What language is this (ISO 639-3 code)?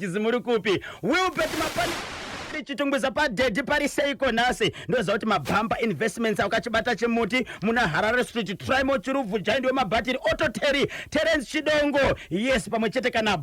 sna